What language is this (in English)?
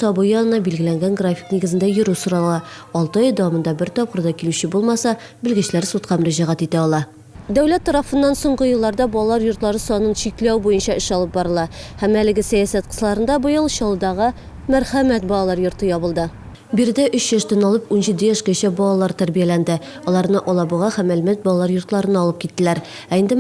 Tatar